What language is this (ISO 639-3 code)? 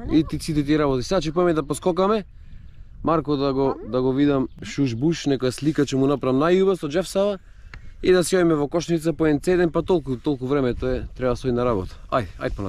mkd